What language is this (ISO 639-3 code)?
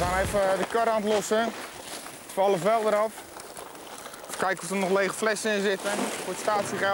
nld